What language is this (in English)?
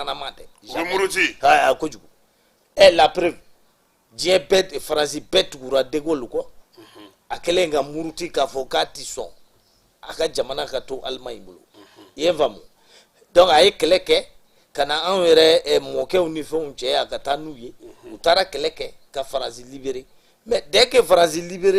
Bambara